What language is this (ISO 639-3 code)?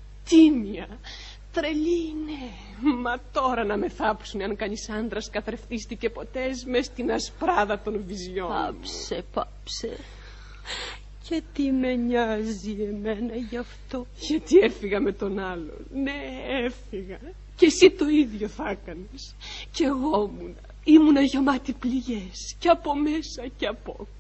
ell